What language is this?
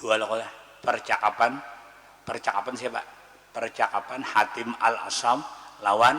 Banjar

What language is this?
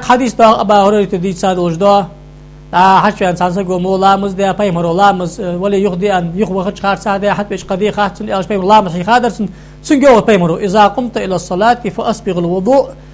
Ingush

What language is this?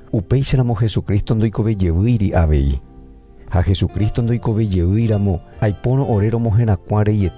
Guarani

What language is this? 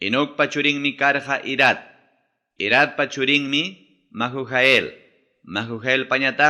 Ayacucho Quechua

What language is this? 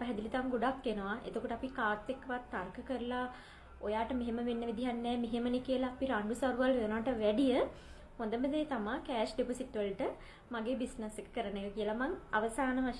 Sinhala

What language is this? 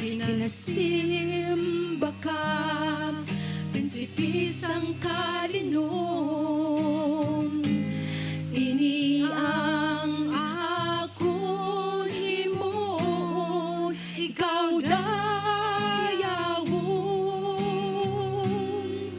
Hiligaynon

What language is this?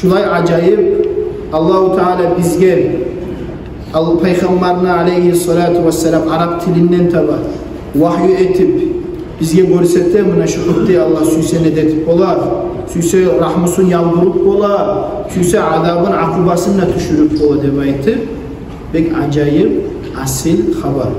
Kumyk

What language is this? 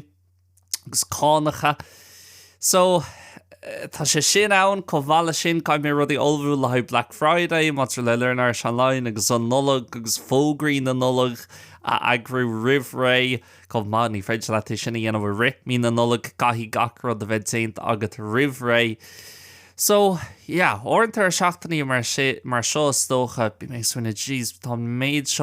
Irish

